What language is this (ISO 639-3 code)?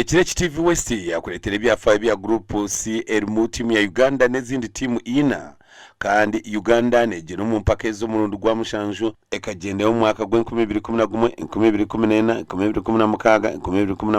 nyn